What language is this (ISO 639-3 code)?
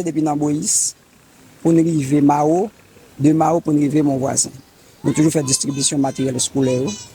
hat